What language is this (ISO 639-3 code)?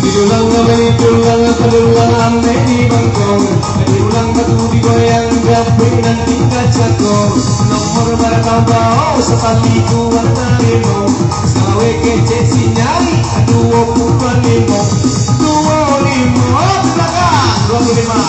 min